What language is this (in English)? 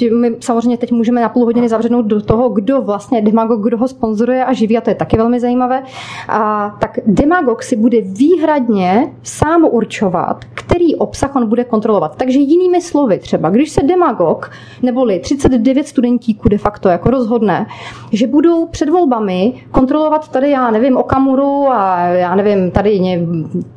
Czech